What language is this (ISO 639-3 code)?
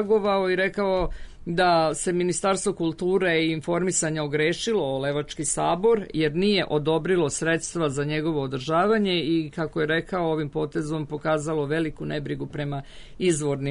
srp